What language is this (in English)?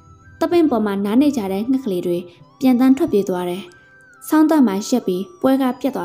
Burmese